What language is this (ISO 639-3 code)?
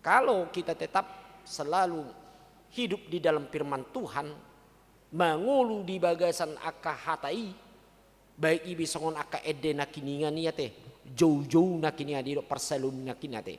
bbc